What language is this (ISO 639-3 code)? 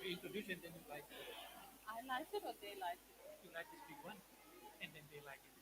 gil